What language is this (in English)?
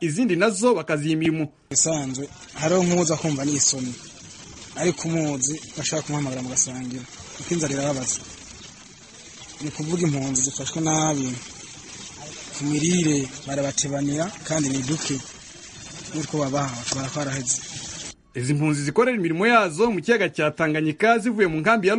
Kinyarwanda